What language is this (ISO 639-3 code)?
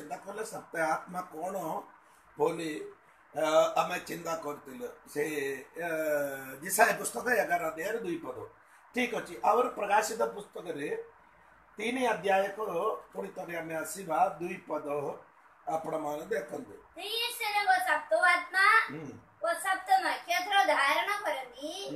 ori